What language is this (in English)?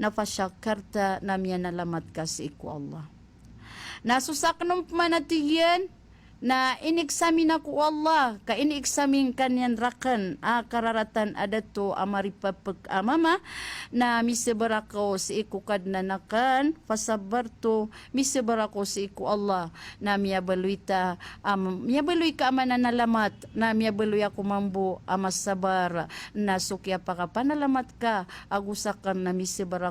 Maranao